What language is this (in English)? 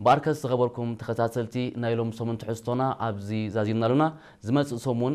Tigrinya